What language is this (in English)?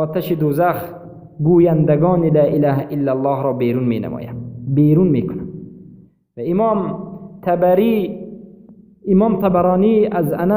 Persian